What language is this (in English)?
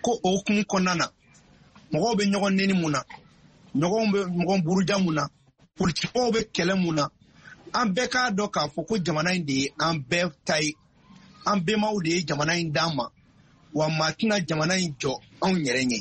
Bambara